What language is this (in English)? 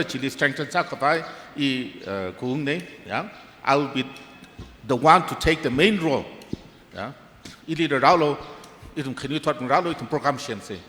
Tangkhul Naga (India)